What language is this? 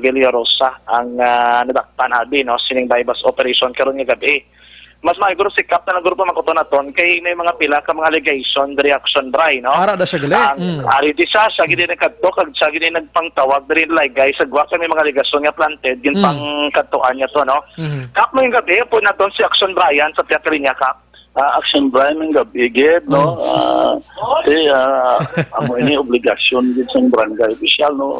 Hiligaynon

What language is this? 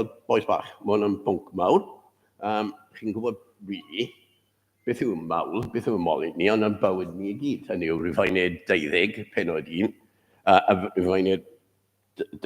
Welsh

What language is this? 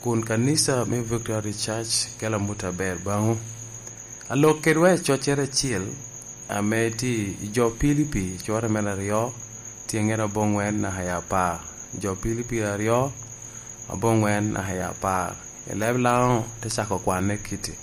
Lango (Uganda)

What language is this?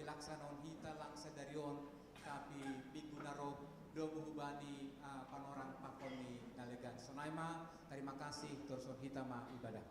Batak Simalungun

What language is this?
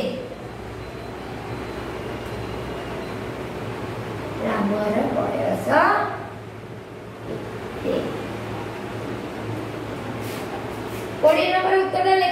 Odia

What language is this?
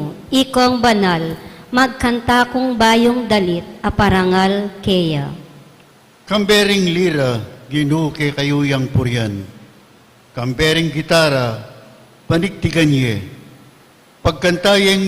Pampanga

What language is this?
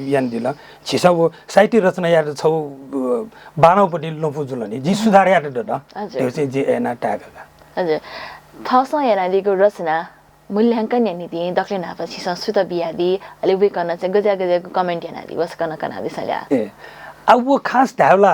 Newari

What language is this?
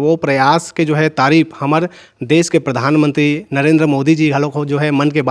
Chhattisgarhi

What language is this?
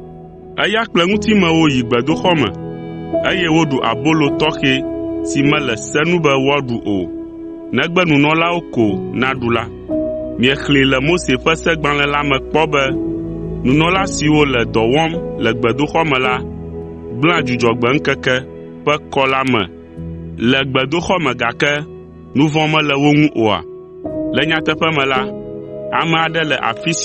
Ewe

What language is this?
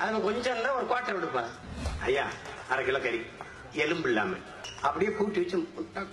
Tamil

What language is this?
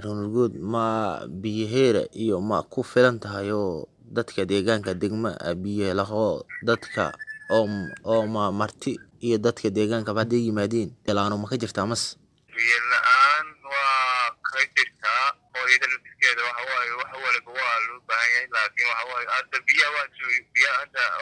Somali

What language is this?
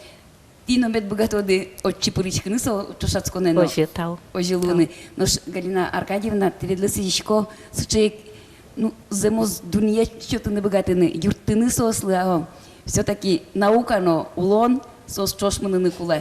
Udmurt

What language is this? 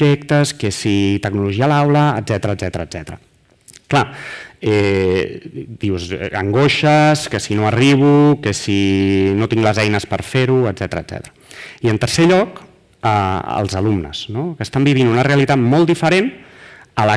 Catalan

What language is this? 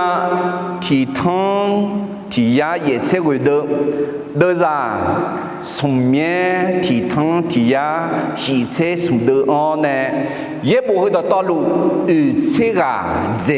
Akha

